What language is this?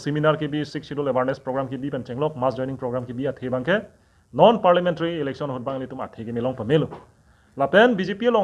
Karbi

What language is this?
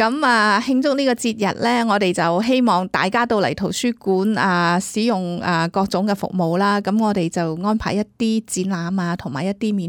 Cantonese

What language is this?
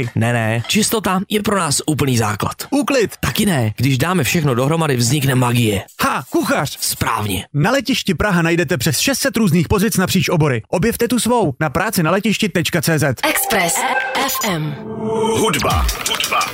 Czech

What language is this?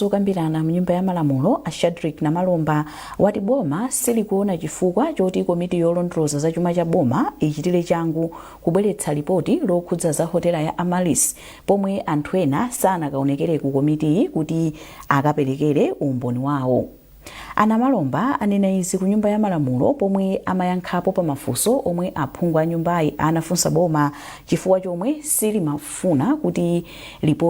Nyanja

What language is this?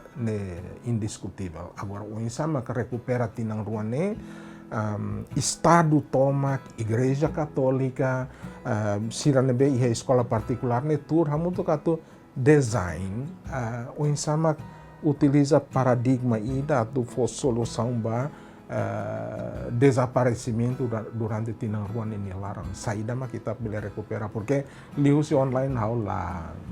Tetum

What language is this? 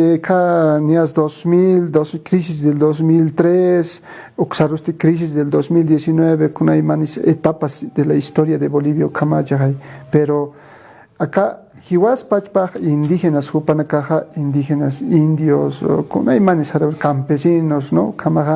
Aymara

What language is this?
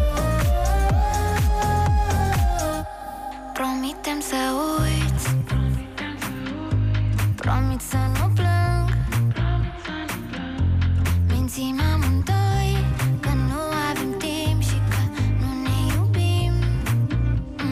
Romanian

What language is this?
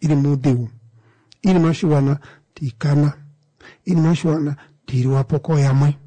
Kuanyama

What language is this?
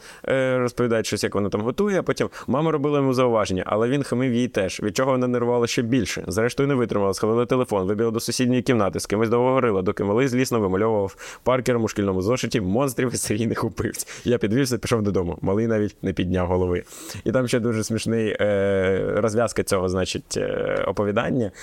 Ukrainian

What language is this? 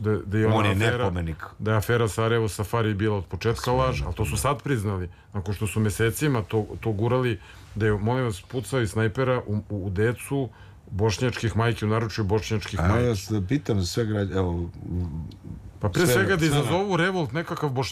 Serbian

